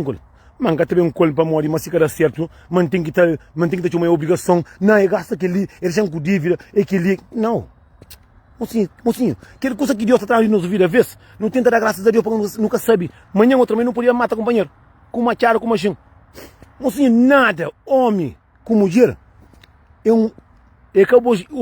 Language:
Kabuverdianu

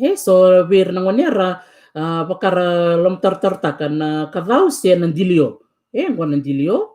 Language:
Fijian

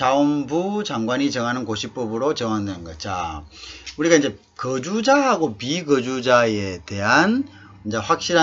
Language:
Korean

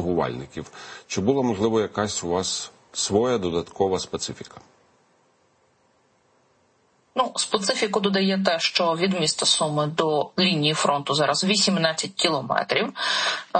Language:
Ukrainian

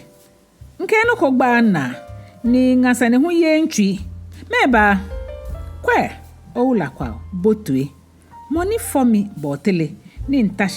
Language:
Ga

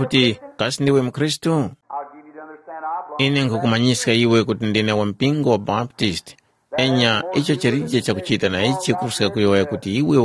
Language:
Tumbuka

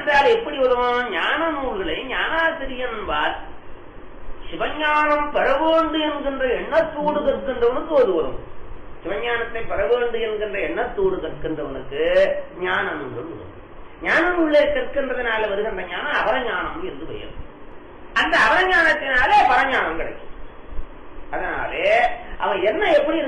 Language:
Tamil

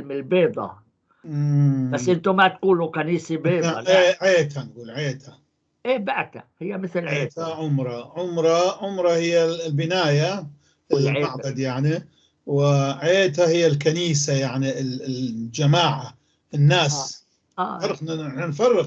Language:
North Levantine Arabic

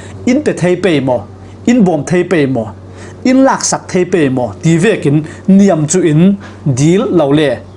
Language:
Falam Chin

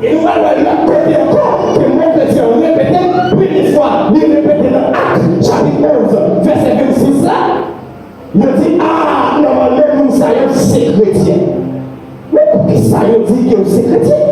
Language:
Haitian Creole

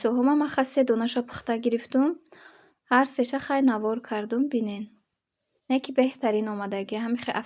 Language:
Tajik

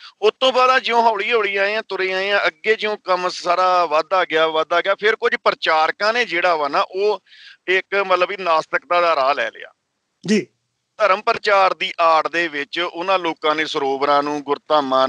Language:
Punjabi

